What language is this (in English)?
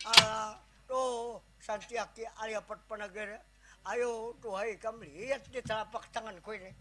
Banjar